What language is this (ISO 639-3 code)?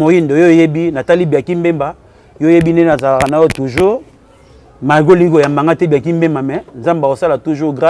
lin